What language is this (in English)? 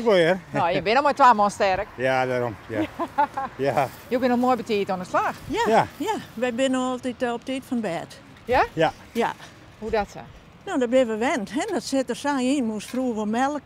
Western Frisian